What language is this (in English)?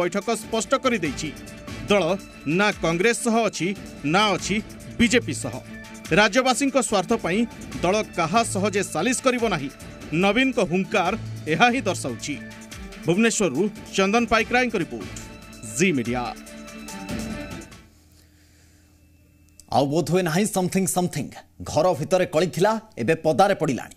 Odia